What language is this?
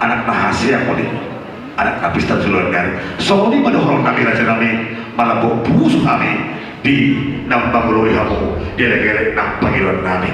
Batak Toba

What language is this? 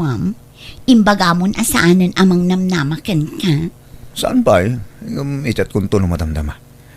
Iloko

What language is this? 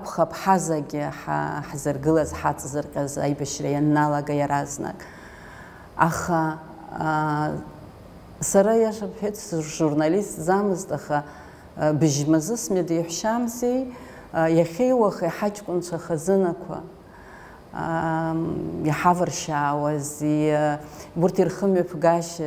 Abkhazian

